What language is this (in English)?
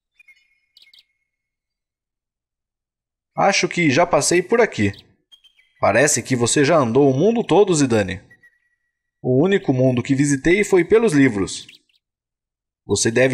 Portuguese